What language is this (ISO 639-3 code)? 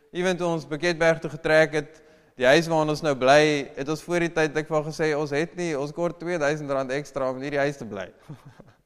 afr